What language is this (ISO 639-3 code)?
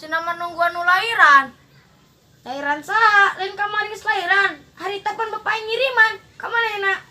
sun